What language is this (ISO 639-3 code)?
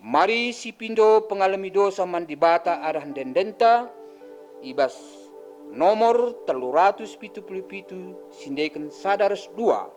btx